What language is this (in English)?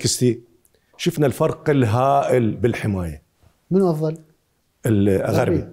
Mesopotamian Arabic